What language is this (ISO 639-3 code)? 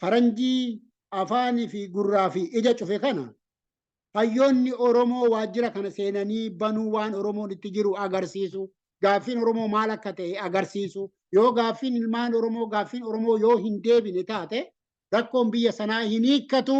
orm